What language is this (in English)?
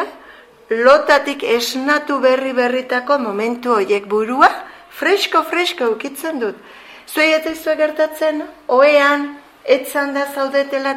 Basque